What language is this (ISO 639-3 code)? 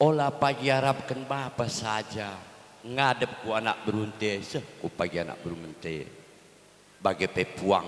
btx